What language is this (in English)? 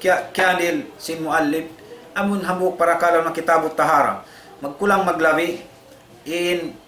Tausug